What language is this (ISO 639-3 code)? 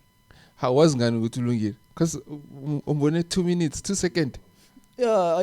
zul